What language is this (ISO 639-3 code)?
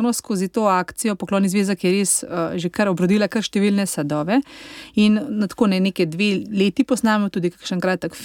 slv